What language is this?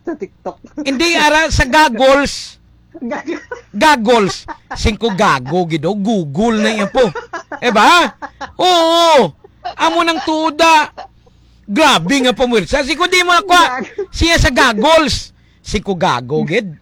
Hiligaynon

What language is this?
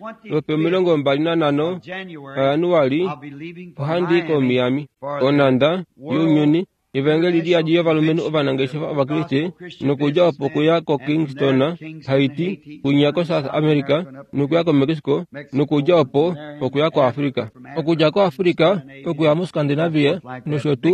Kuanyama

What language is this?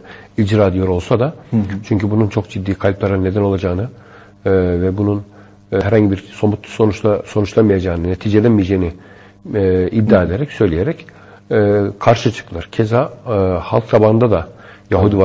Turkish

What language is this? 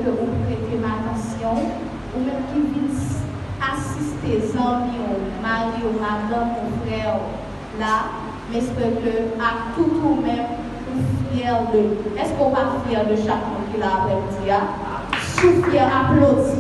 Haitian Creole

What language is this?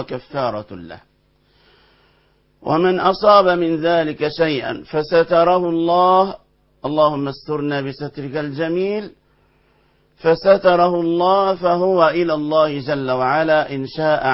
Arabic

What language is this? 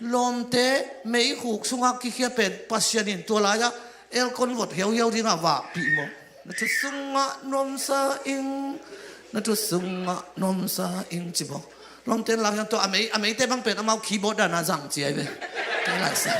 Tedim Chin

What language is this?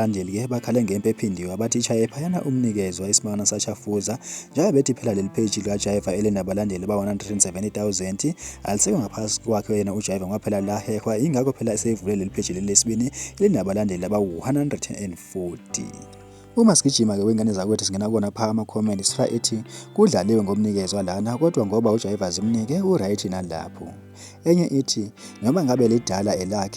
Zulu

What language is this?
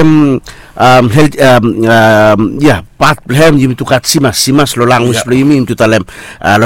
Bislama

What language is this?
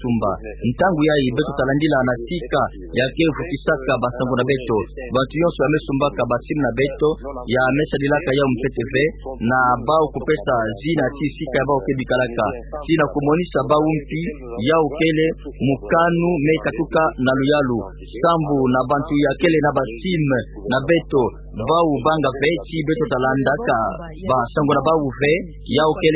Kituba (Democratic Republic of Congo)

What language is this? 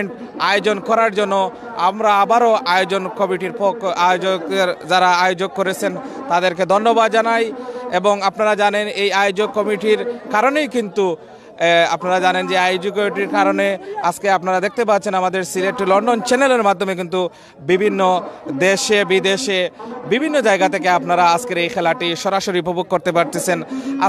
Sylheti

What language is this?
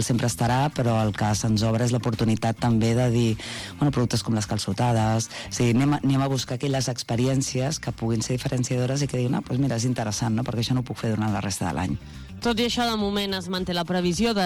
Catalan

